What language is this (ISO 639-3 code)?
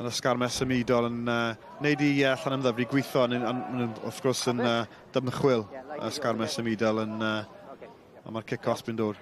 cym